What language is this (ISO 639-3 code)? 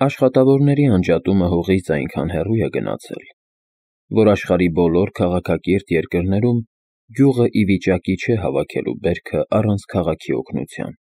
hye